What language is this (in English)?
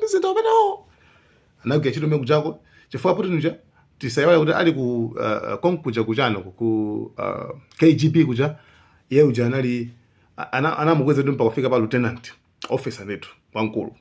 Nyanja